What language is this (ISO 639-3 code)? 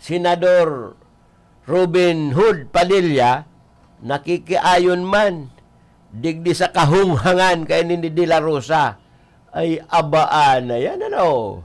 bik